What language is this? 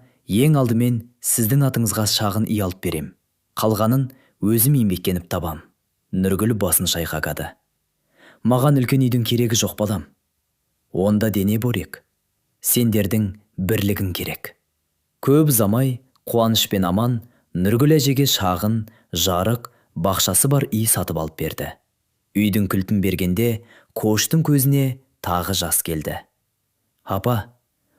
Kazakh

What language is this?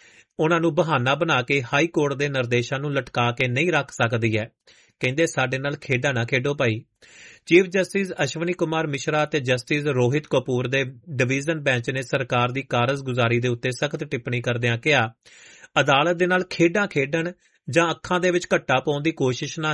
Punjabi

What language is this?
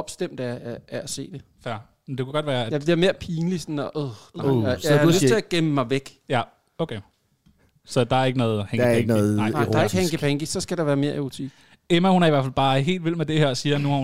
Danish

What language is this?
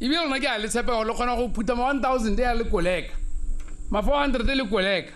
Tswana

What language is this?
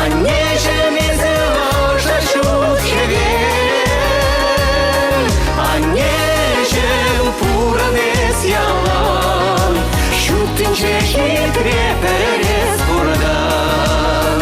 Chuvash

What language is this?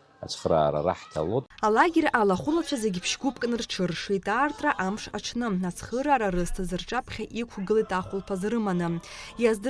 Abkhazian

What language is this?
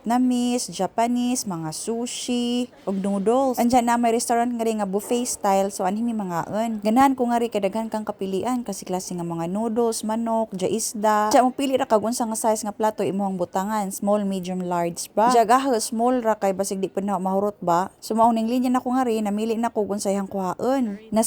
Cebuano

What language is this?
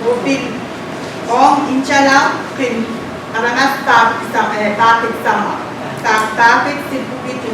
Pohnpeian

